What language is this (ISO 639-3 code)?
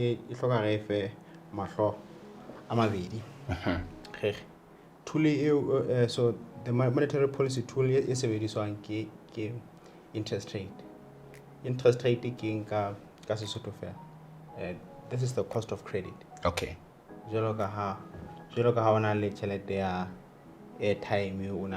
sot